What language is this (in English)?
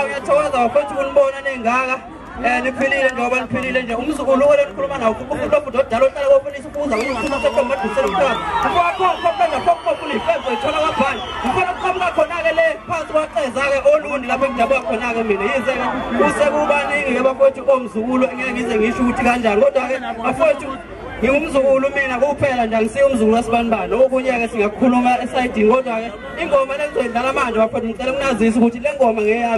Zulu